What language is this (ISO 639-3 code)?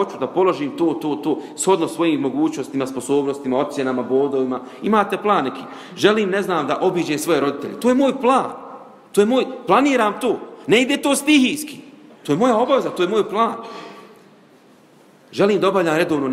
bos